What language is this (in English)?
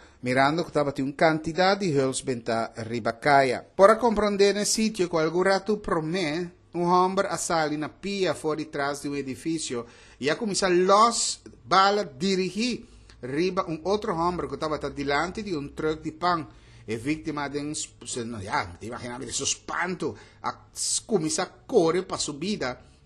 Papiamento